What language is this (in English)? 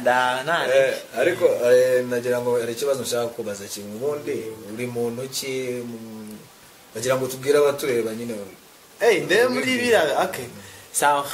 Kinyarwanda